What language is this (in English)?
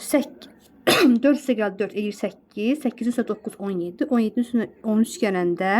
Azerbaijani